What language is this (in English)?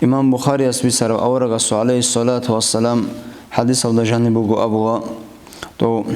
Avaric